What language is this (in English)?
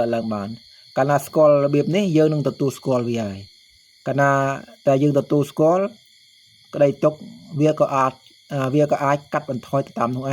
Khmer